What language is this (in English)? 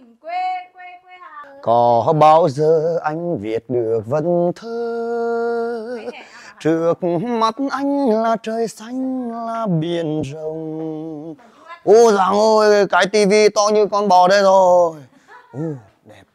Vietnamese